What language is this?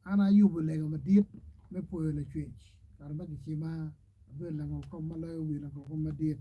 Acoli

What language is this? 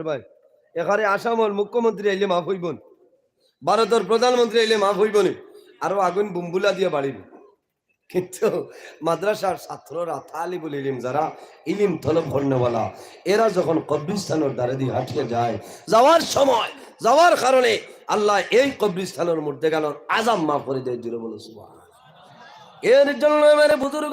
Sylheti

